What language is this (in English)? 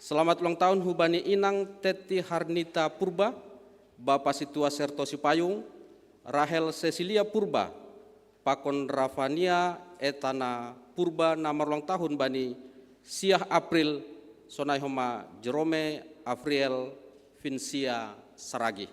Batak Simalungun